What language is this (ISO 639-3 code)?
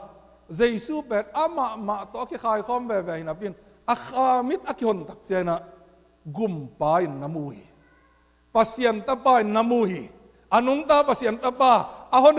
ctd